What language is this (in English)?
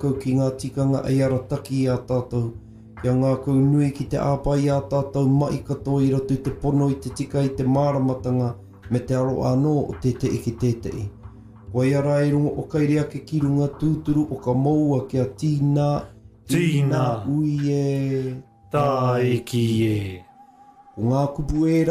Māori